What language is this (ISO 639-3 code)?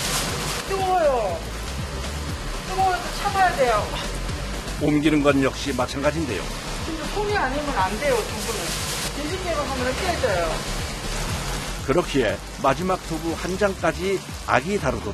kor